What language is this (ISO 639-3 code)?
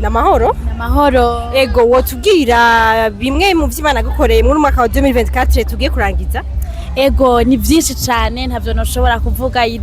run